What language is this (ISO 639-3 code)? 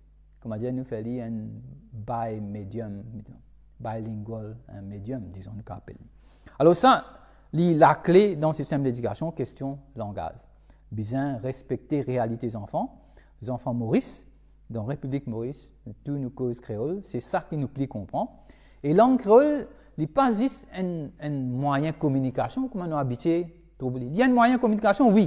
mfe